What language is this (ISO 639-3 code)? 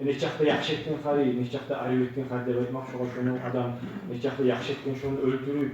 kum